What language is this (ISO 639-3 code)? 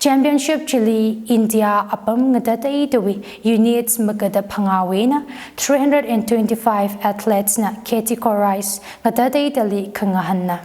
nmf